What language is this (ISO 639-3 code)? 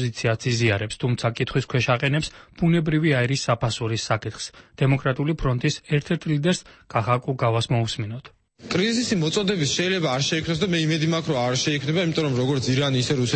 kat